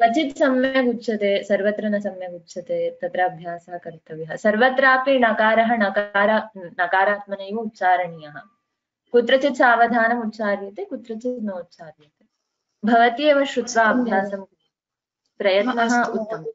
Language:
Sanskrit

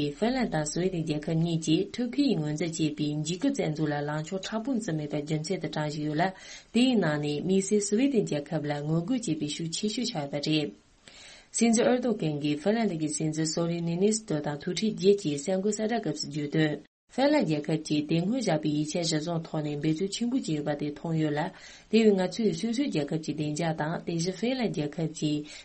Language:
Tibetan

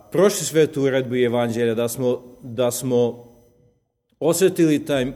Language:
Serbian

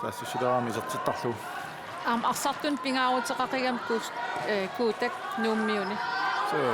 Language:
Kalaallisut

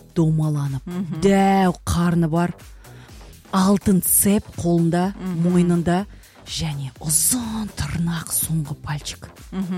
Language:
Kazakh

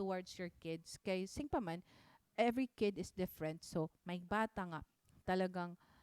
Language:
Waray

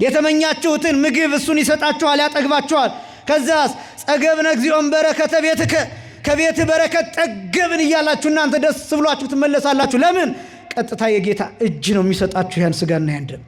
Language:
Amharic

